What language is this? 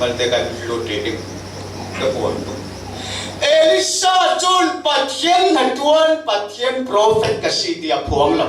Falam Chin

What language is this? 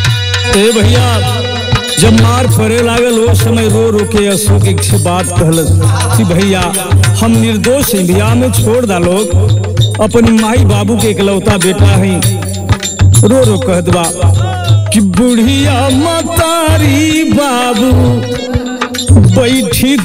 Bhojpuri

